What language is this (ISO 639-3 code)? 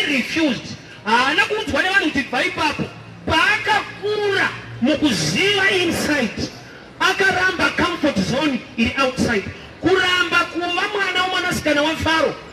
sna